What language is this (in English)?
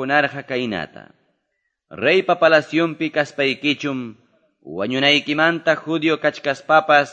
Quechua